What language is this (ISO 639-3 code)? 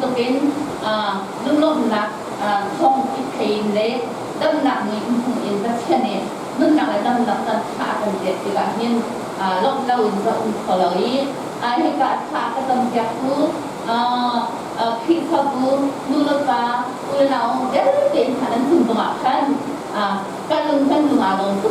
cnh